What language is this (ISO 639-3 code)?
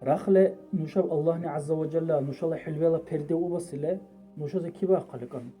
dar